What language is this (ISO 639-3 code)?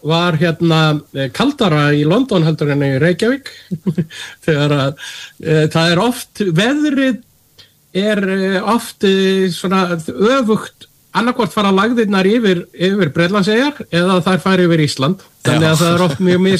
isl